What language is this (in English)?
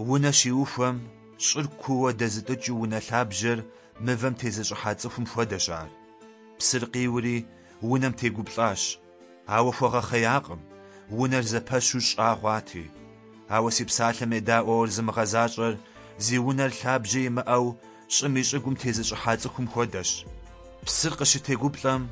Kabardian